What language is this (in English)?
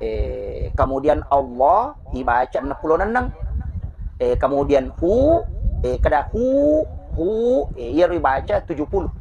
Buginese